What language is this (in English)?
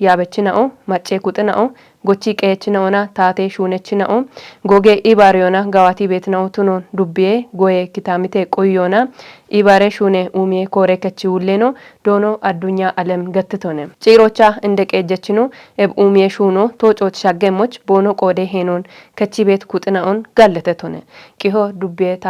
Kafa